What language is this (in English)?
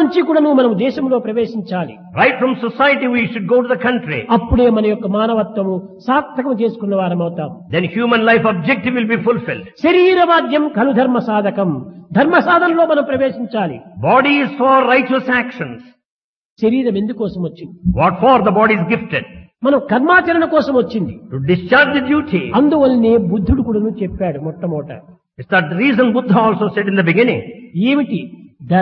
Telugu